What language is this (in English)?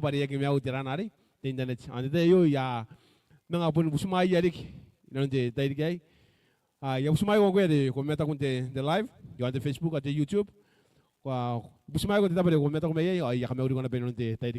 Gilbertese